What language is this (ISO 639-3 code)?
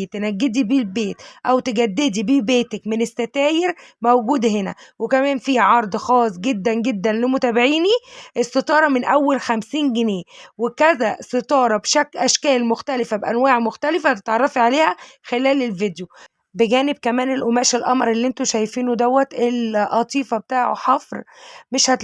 arz